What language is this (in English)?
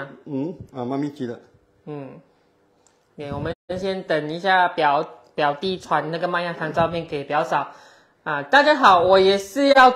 Chinese